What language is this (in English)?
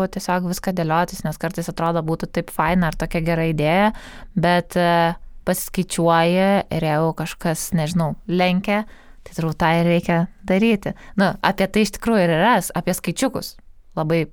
Lithuanian